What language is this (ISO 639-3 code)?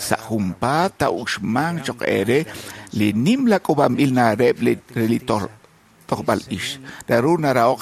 kek